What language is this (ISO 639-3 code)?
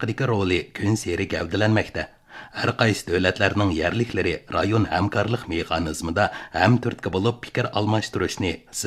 uig